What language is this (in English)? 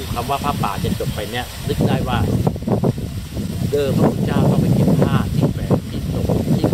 Thai